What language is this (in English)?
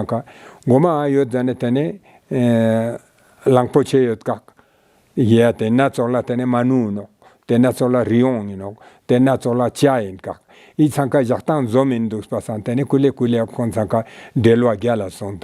Ladakhi